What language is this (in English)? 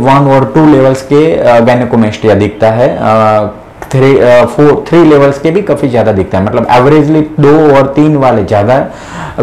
Hindi